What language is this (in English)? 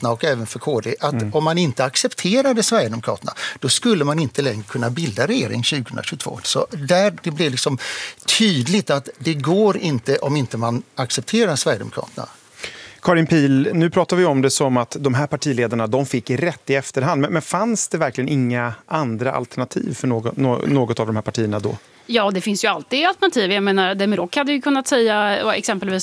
Swedish